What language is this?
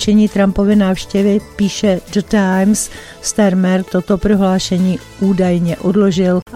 Czech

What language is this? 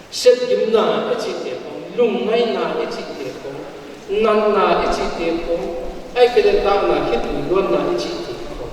Paite Chin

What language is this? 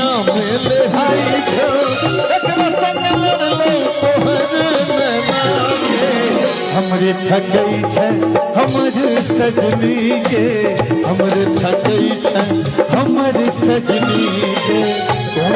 Maithili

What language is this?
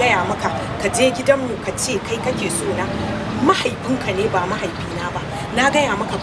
Hausa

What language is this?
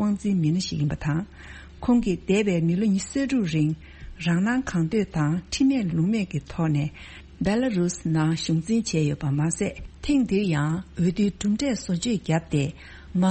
Tibetan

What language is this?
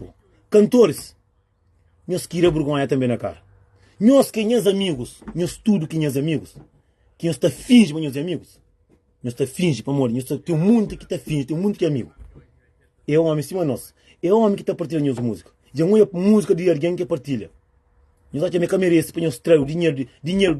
Kabuverdianu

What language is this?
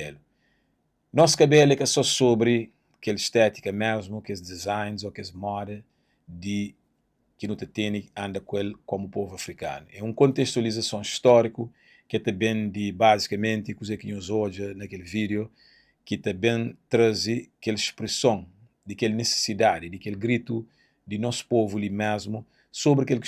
Kabuverdianu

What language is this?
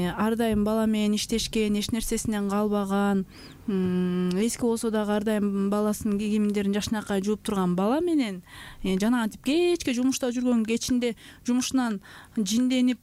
Kyrgyz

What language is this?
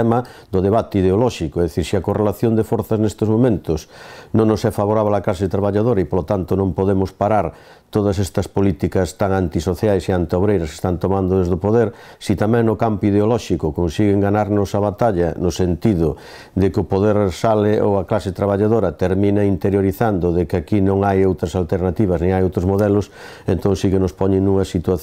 Galician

